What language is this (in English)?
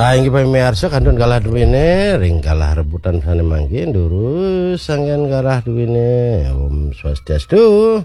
Balinese